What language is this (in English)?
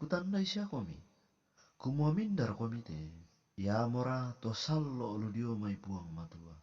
Toraja-Sa'dan